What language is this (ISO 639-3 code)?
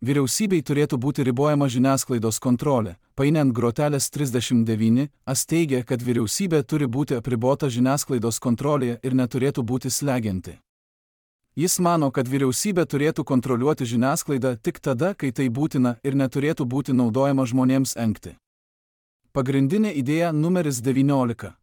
lit